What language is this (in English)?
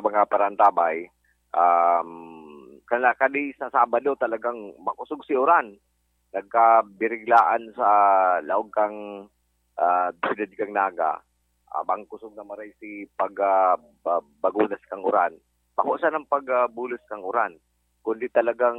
Bikol